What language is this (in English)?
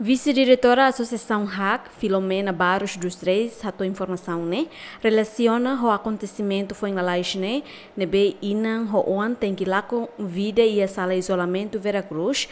Tetum